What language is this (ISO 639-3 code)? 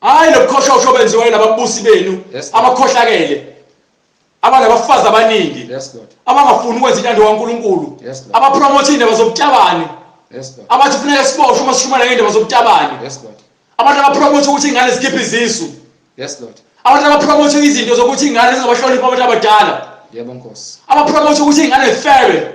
zul